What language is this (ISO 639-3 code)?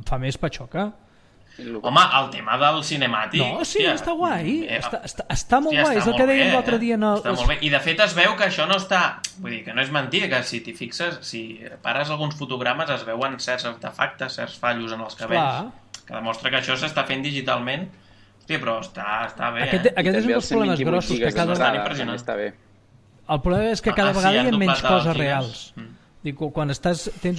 cat